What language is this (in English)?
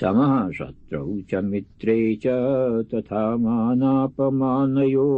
Sanskrit